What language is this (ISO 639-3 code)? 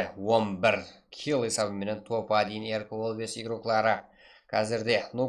kaa